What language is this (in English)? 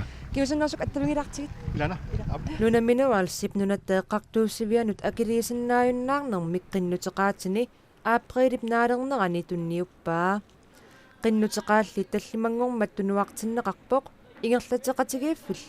Kalaallisut